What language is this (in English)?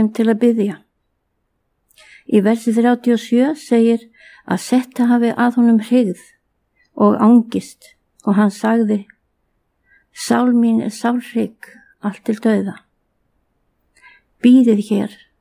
Icelandic